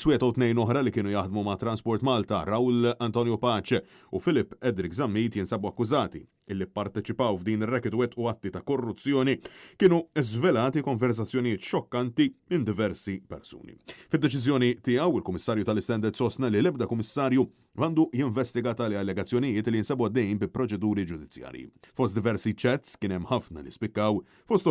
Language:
Maltese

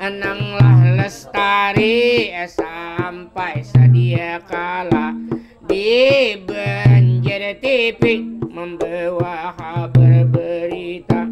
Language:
Banjar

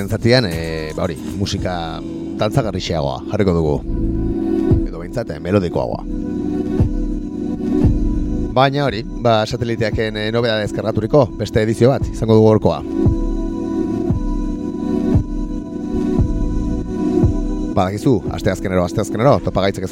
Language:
Basque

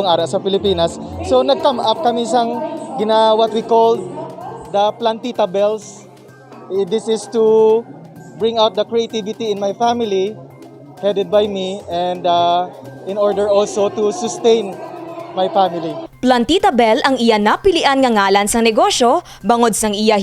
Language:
Hiligaynon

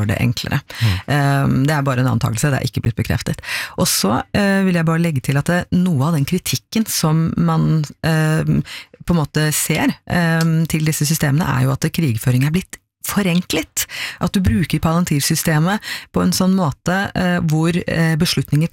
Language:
Norwegian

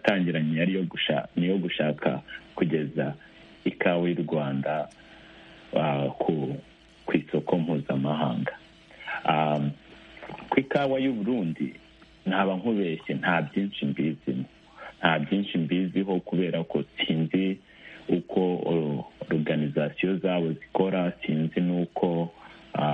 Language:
Kinyarwanda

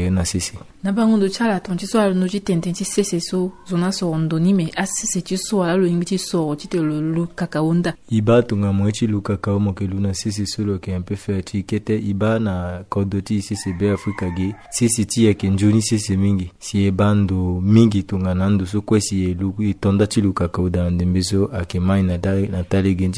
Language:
Sango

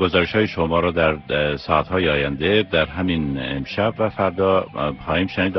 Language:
Persian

